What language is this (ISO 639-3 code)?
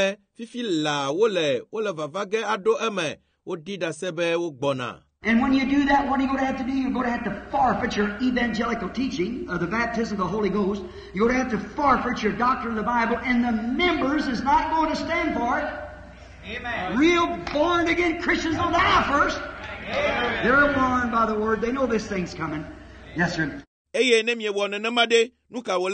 ewe